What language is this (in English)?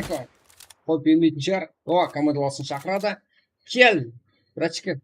Kara-Kalpak